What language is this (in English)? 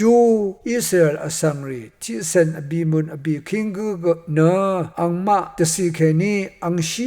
Rawang